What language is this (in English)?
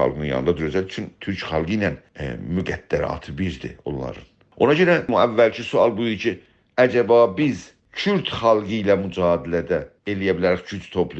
South Azerbaijani